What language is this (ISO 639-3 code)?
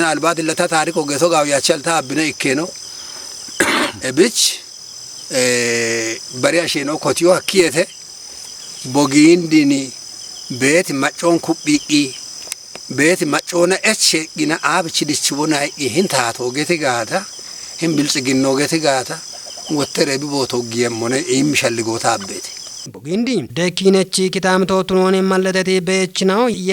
kbr